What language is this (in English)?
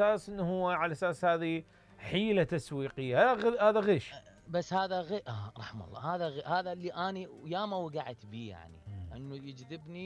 Mesopotamian Arabic